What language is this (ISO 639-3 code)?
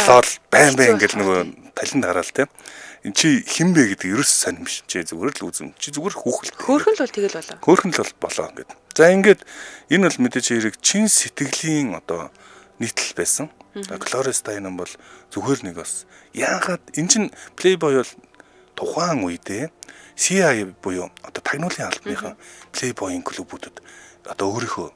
mon